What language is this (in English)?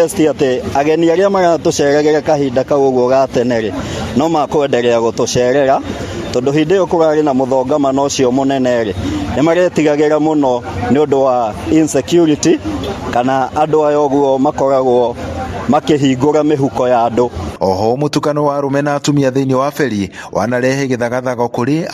Kikuyu